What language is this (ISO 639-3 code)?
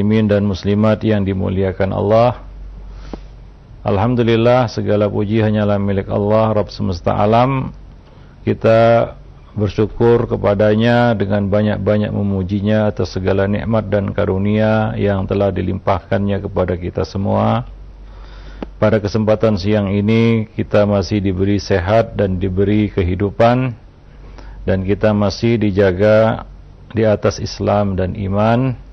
ind